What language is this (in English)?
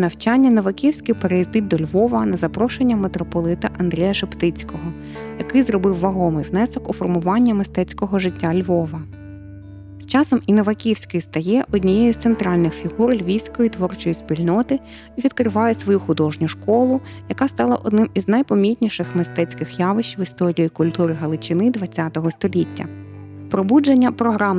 Ukrainian